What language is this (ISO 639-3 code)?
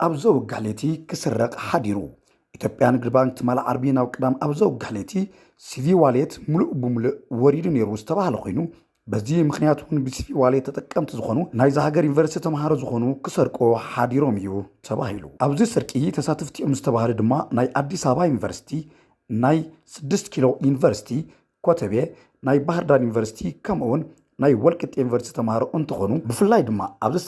tir